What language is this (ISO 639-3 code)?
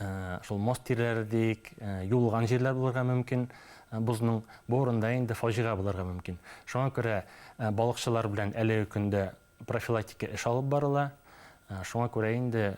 bak